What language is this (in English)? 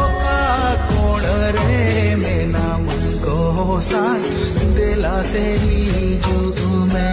Santali